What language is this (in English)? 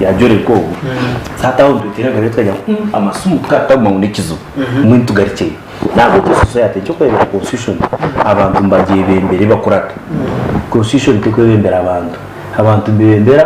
Nyankole